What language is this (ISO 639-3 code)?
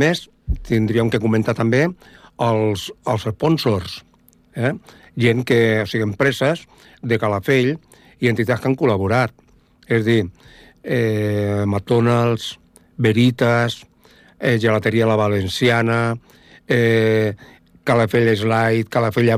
cat